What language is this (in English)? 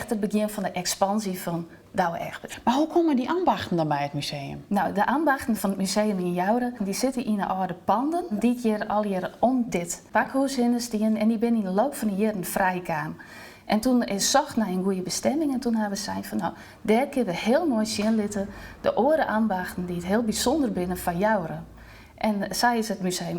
Western Frisian